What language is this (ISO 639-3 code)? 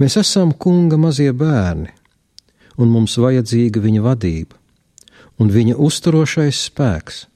lav